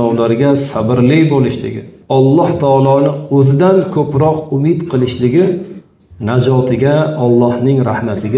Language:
Uzbek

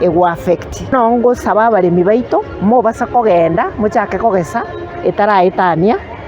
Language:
Gusii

